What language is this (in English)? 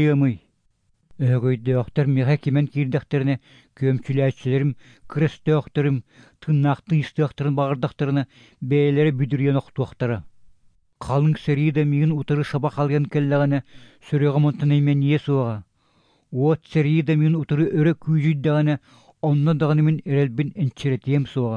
Yakut